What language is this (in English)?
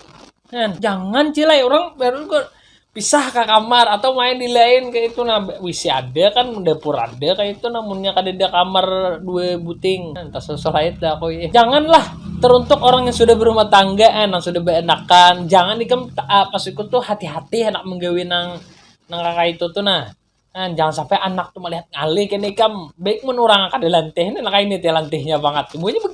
Banjar